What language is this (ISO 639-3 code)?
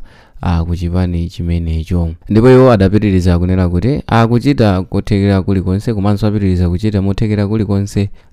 nya